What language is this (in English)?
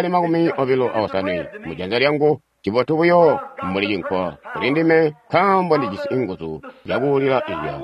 Tonga (Zambia)